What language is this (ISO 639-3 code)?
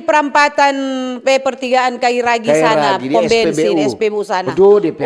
xmm